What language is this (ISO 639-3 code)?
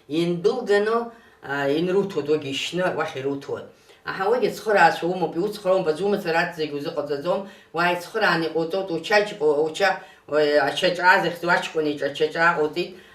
abk